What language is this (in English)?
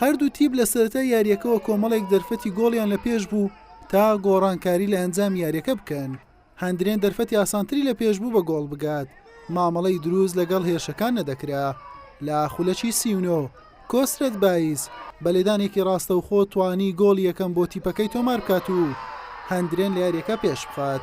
Central Kurdish